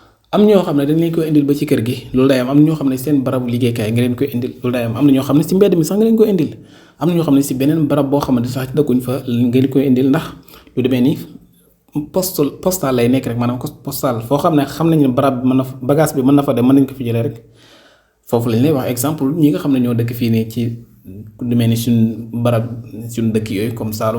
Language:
Wolof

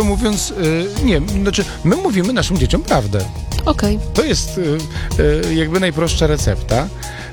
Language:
Polish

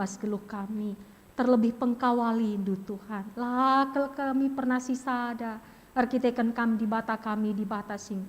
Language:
Batak Karo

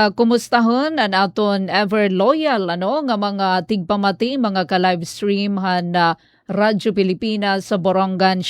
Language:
Waray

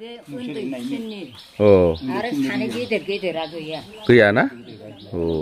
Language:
Bodo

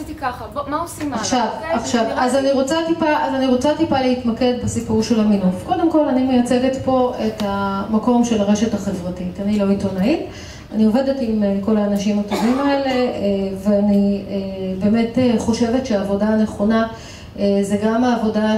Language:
Hebrew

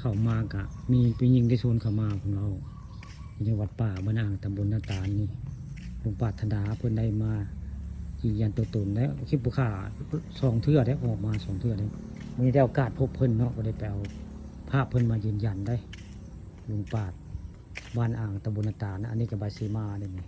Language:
Northeastern Thai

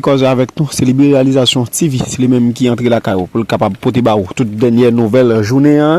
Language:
Haitian Creole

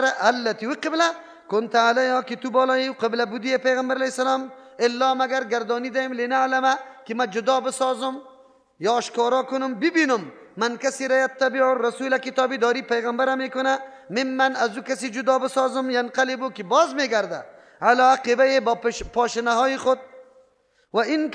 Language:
Persian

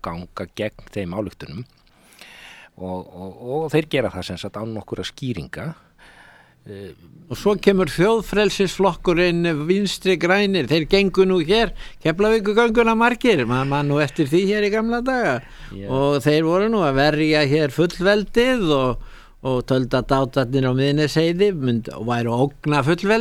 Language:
Icelandic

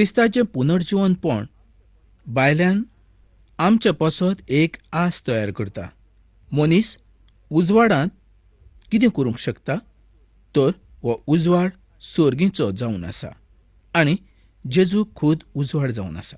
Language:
Konkani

